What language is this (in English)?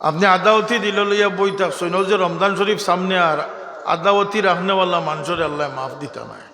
Sylheti